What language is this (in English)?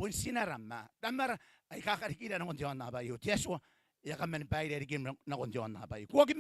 Gilbertese